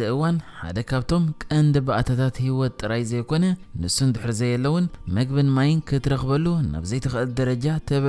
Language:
Tigrinya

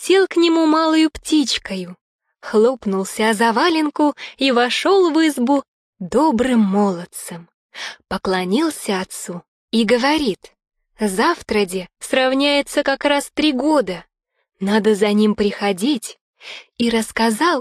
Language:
Russian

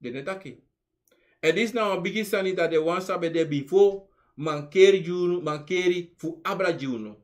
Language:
Sranan Tongo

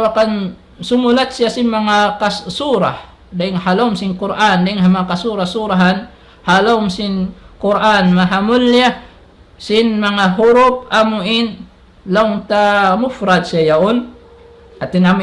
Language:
Tausug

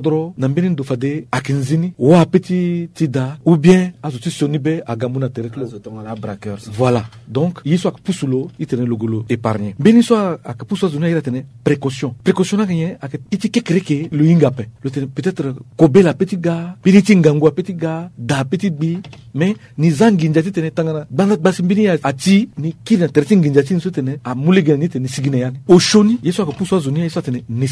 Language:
Sango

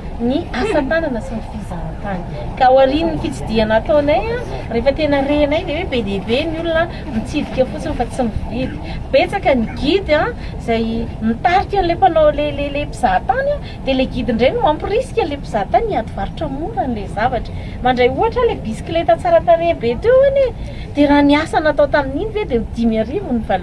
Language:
Malagasy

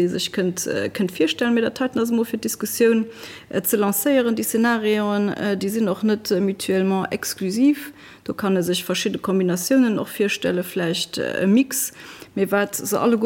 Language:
Luxembourgish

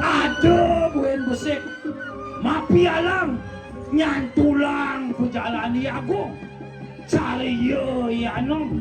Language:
Balinese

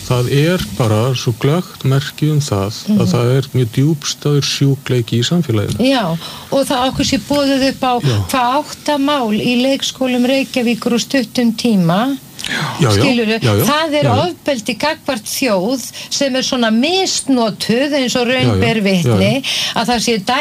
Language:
Icelandic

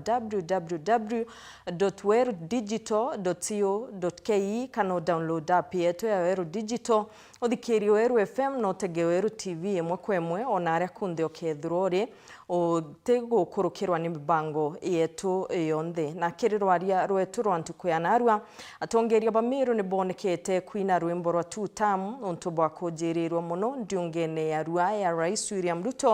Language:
Meru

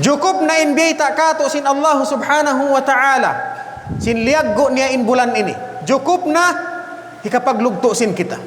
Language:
Tausug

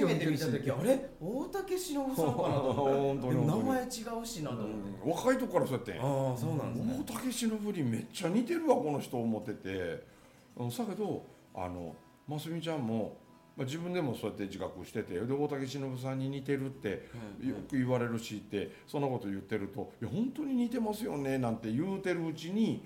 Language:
Japanese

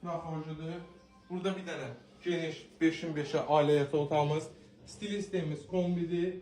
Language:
Azerbaijani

